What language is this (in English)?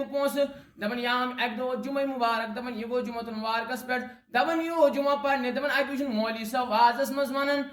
Kashmiri